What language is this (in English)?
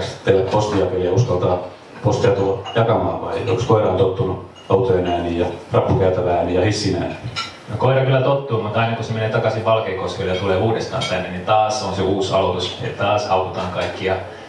Finnish